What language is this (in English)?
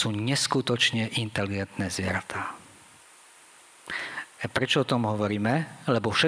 Slovak